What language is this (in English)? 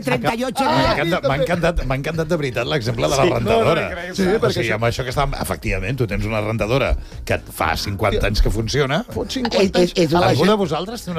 Catalan